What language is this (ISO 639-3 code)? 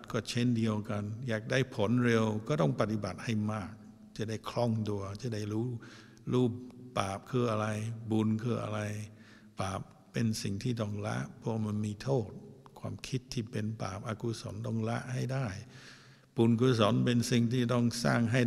tha